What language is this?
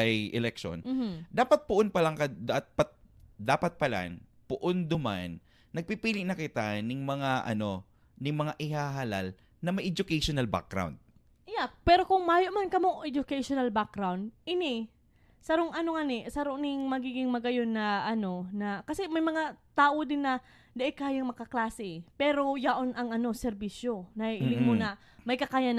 Bikol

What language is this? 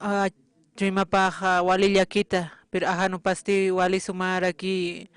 Aymara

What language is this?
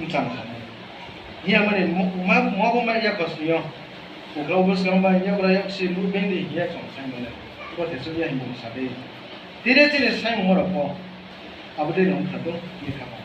Riang (India)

